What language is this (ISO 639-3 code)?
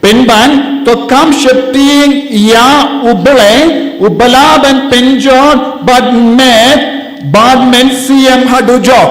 kha